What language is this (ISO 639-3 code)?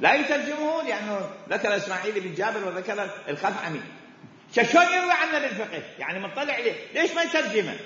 acm